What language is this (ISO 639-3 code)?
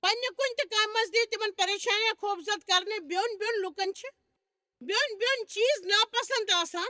kas